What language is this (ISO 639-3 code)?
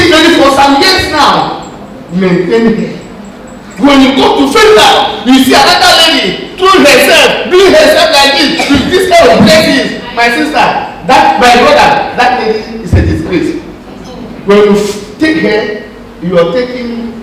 ewe